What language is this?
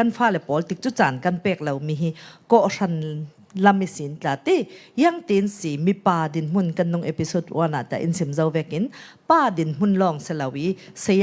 Falam Chin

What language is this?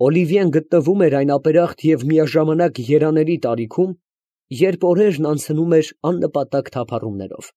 Armenian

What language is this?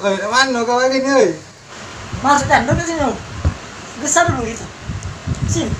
Musi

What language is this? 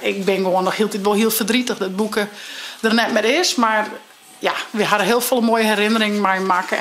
Western Frisian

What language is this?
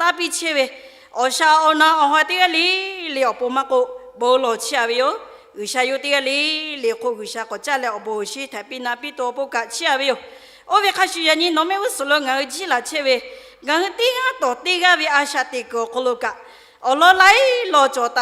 Lahu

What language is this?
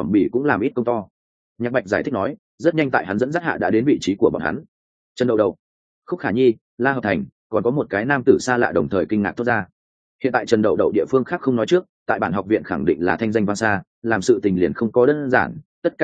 Vietnamese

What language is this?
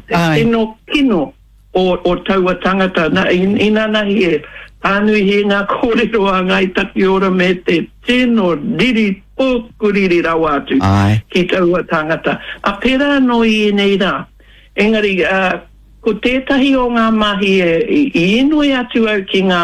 Māori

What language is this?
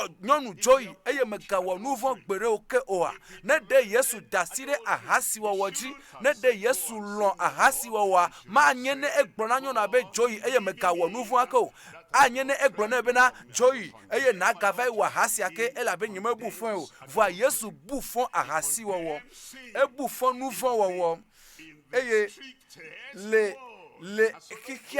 Ewe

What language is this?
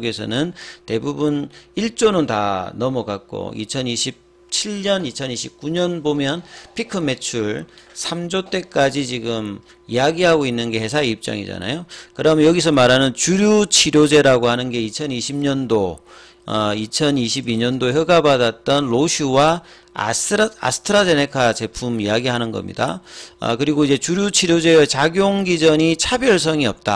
Korean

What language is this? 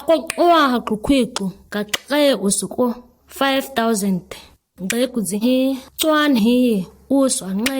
ǁGana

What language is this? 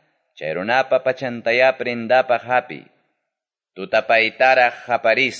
Quechua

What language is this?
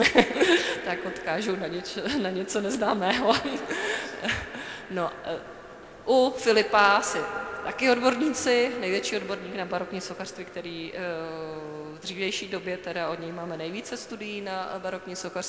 Czech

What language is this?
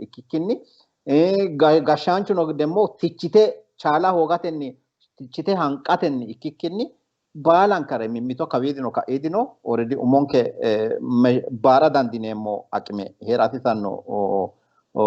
Sidamo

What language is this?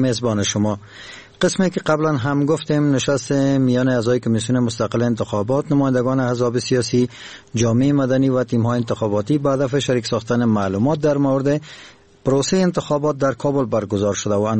Persian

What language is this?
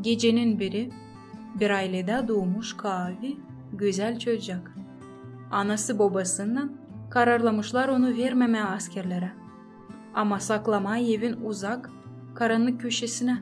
Gagauz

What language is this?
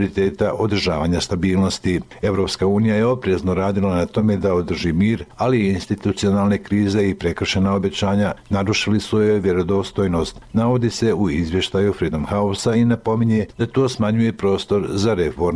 Bosnian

